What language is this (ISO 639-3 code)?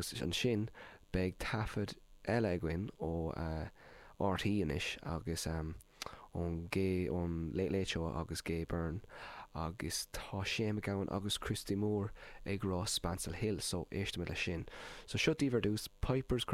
gle